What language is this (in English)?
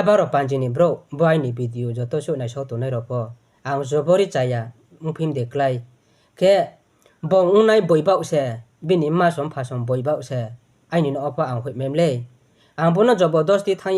Riang (India)